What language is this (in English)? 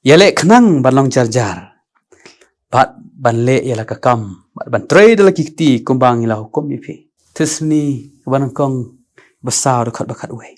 Khasi